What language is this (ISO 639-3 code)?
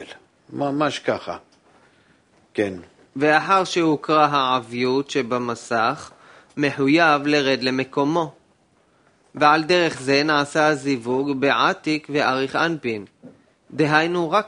heb